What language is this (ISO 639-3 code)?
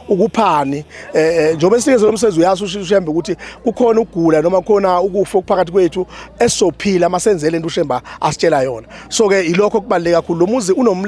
zul